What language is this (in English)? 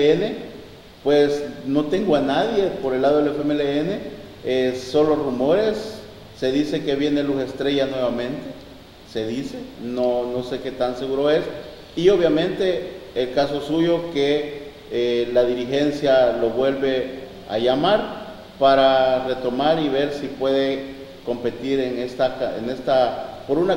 Spanish